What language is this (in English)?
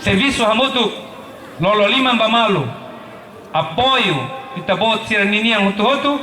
Tetum